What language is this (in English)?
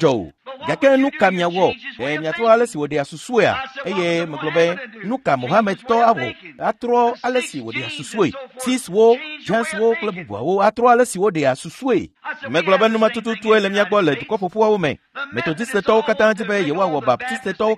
Ewe